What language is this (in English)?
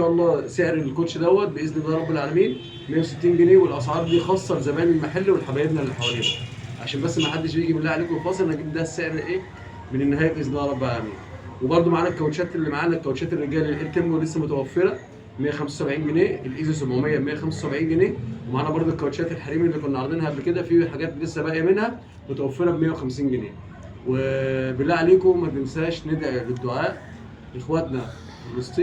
Egyptian Arabic